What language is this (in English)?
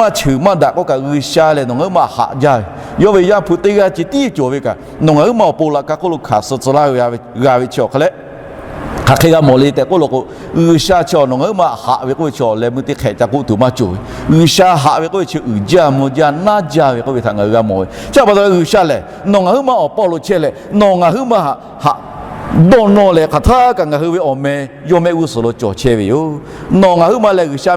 Lahu